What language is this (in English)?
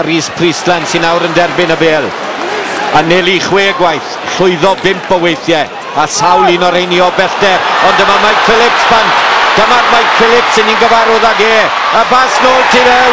Welsh